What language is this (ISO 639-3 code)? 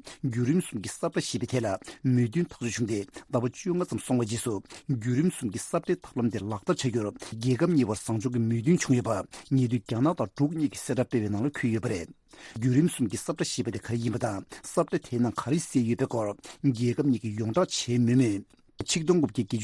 bod